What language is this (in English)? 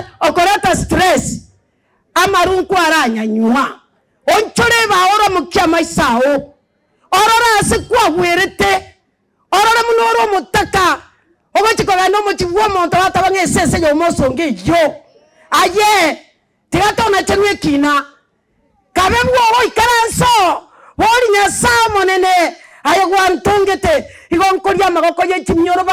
Gusii